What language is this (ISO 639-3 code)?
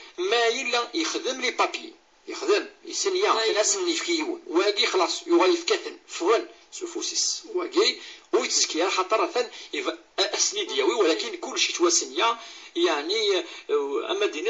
kab